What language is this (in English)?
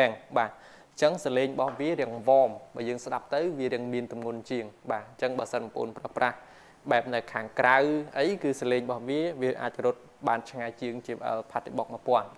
Khmer